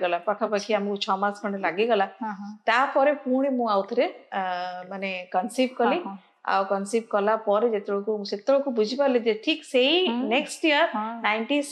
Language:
Odia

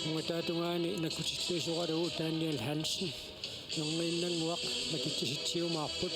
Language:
Kalaallisut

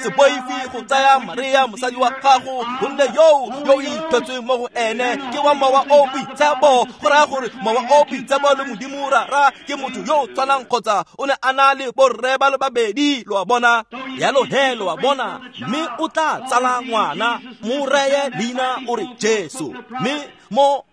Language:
Tswana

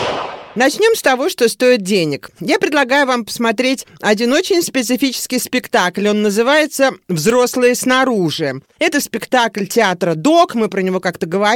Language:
Russian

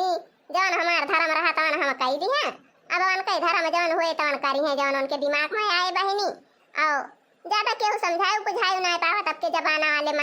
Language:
Awadhi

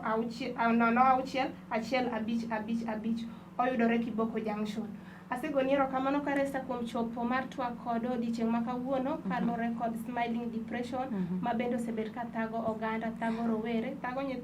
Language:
Luo (Kenya and Tanzania)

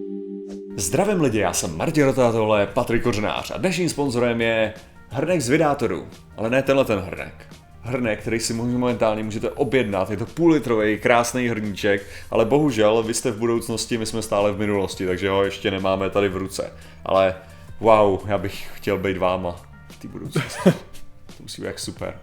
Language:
Czech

